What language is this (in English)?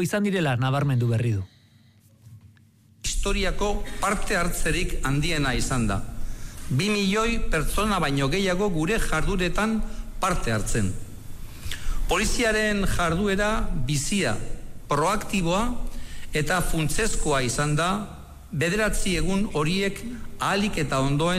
Basque